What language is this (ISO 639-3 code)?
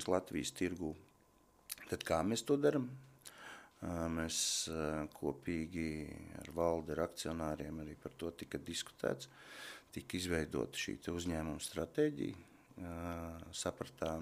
lav